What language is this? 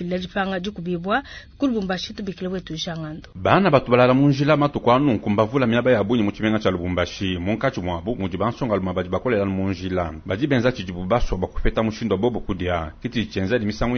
Luba-Lulua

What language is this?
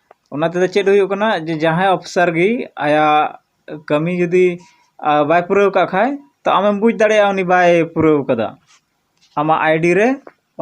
Santali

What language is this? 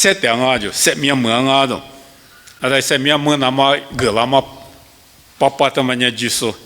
Lisu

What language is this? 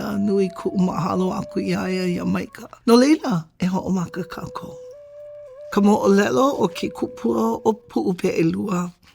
Hawaiian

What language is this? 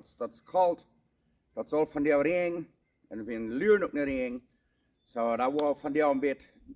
Plautdietsch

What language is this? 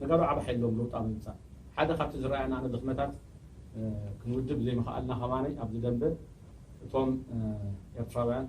Tigrinya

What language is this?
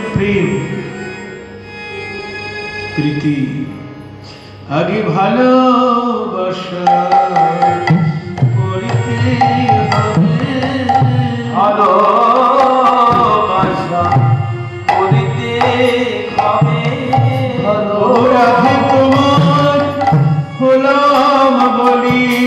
Bangla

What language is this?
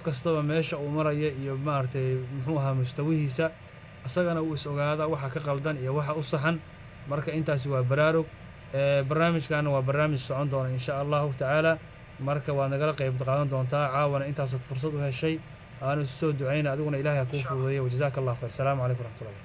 Somali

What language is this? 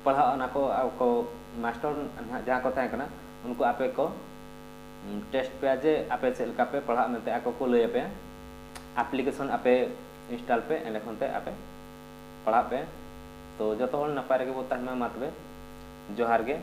Santali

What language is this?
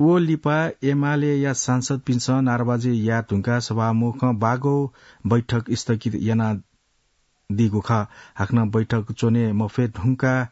Newari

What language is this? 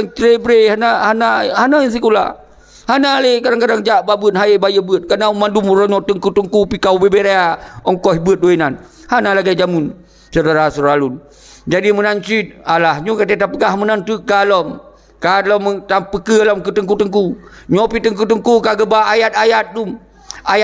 Achinese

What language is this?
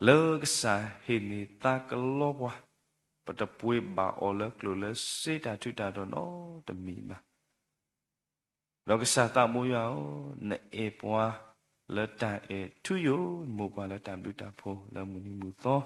S'gaw Karen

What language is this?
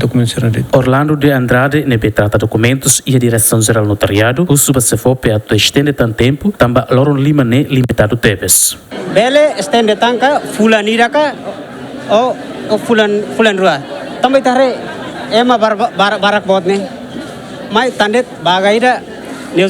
Tetum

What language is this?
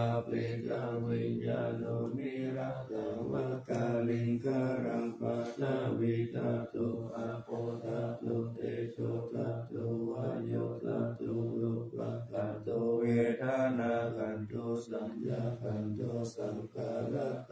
Pali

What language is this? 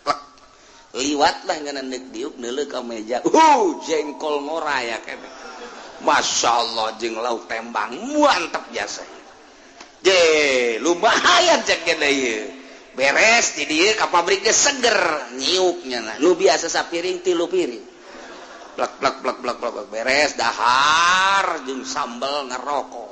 Sundanese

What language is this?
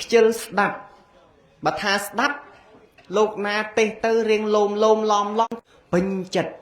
Khmer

